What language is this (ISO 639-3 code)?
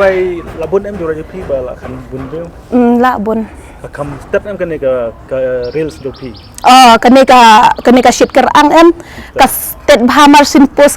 kha